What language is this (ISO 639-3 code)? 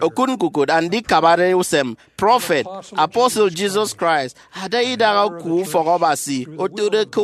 efi